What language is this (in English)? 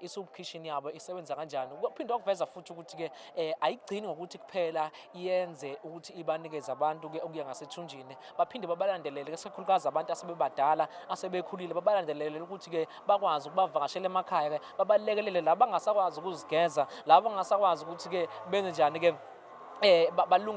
Zulu